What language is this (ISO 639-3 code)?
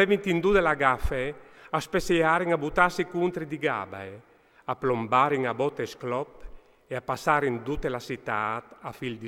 fur